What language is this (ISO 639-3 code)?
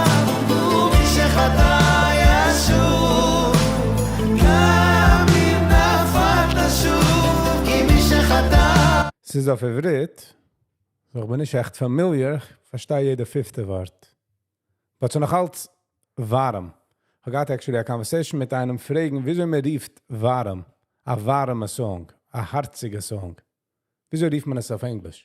yid